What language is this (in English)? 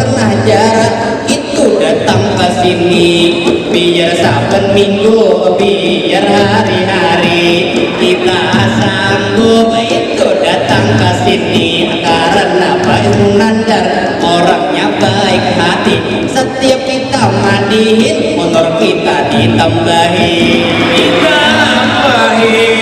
Banjar